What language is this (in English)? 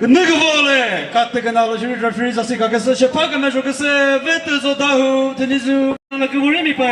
Chokri Naga